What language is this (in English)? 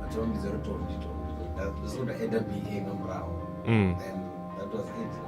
Venda